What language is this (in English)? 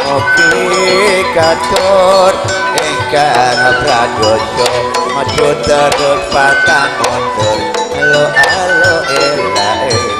Madurese